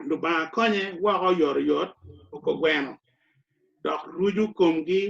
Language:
Acoli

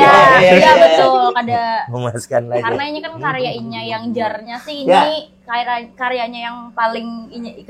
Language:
Banjar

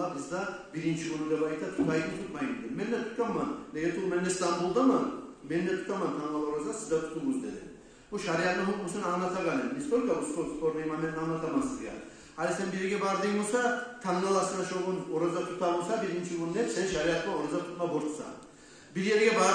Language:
Kumyk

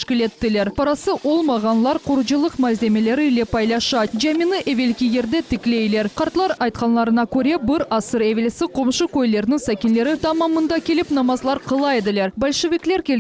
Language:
Crimean Tatar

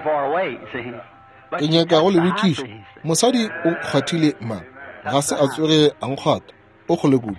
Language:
Northern Sotho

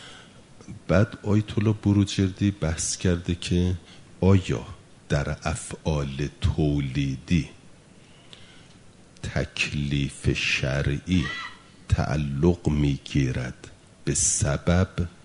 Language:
Persian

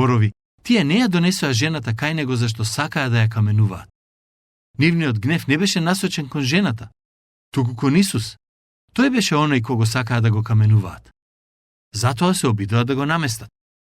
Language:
Macedonian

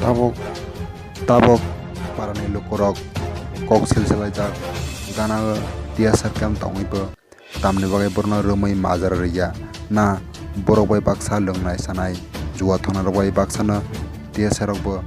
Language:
Kok Borok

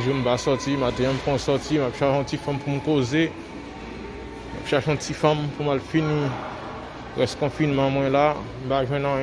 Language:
Haitian Creole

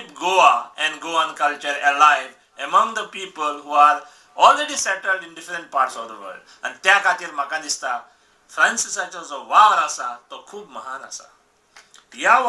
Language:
Konkani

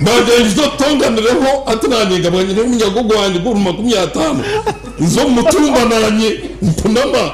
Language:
Nyankole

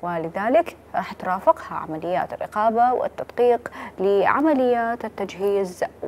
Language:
Mesopotamian Arabic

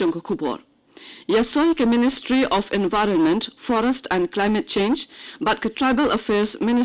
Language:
Khasi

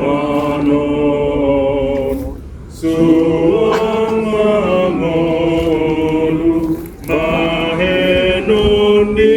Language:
Batak Toba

